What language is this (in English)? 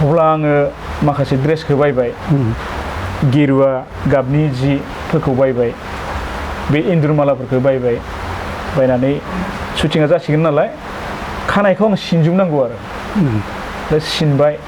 Bodo